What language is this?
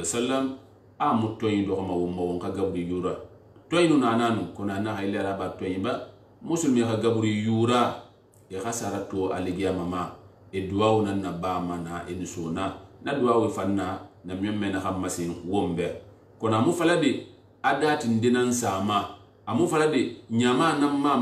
Susu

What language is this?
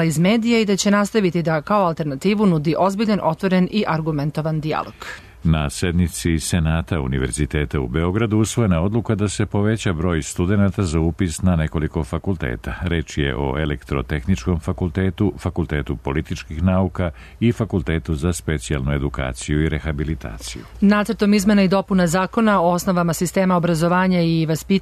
Serbian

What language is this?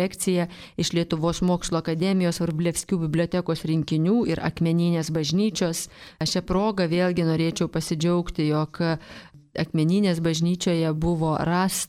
Lithuanian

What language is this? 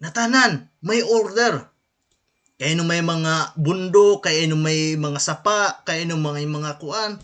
Waray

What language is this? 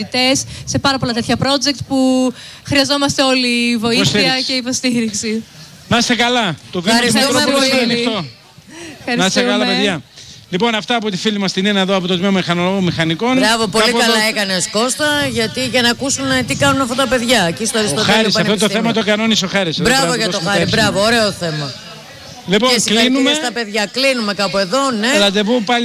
Greek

